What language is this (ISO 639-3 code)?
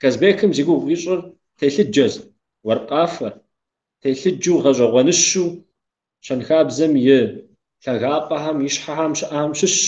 kbd